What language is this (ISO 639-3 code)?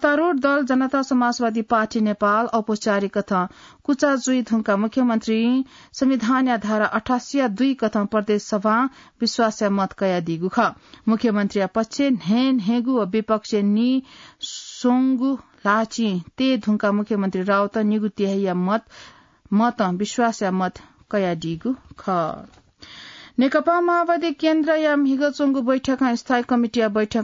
new